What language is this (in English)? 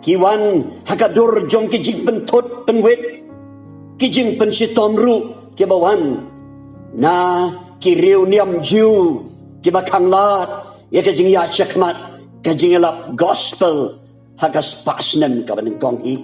Khasi